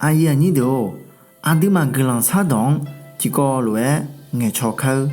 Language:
Akha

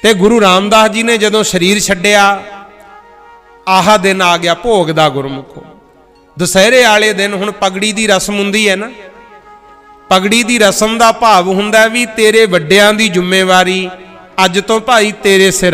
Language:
Punjabi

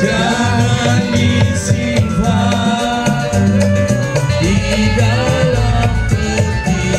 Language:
Betawi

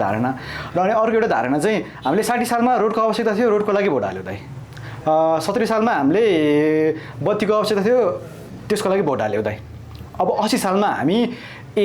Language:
Nepali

